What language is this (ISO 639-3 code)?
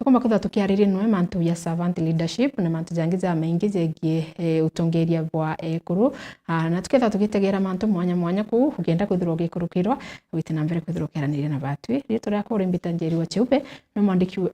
mer